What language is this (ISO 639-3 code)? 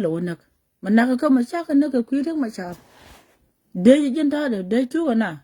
nus